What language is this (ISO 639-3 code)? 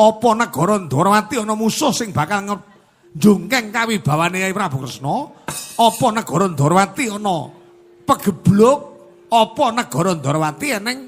jav